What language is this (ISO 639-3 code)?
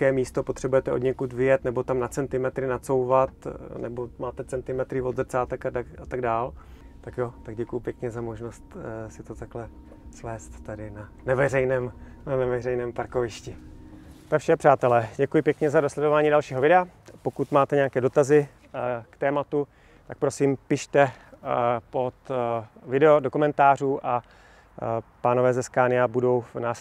ces